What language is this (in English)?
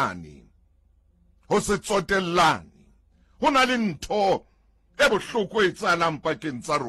Southern Sotho